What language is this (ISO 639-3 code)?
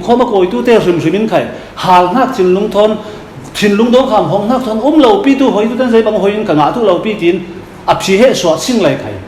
cfm